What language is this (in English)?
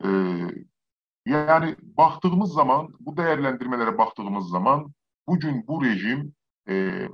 South Azerbaijani